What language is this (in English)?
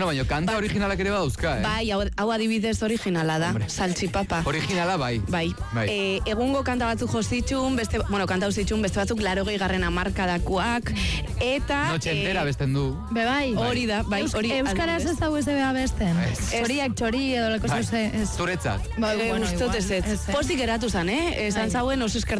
Basque